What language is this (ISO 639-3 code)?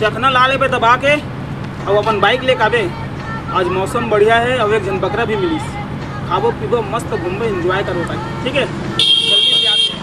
hne